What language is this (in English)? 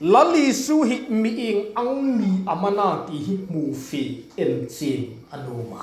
Hmar